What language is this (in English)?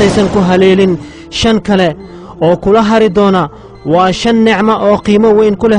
Somali